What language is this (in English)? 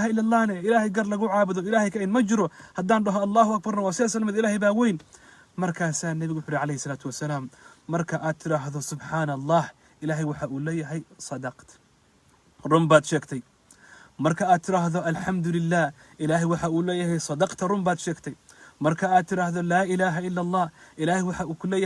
Somali